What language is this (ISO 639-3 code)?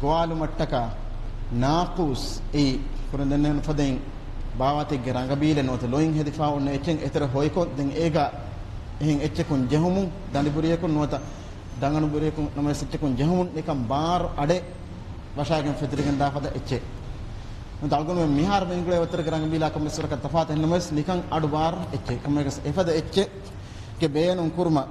div